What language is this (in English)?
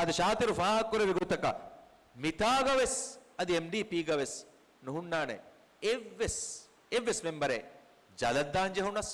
Divehi